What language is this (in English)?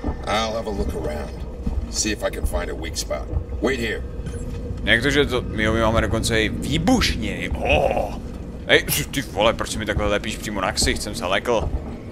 Czech